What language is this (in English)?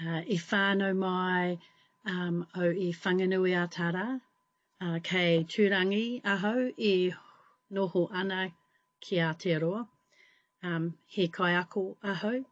Māori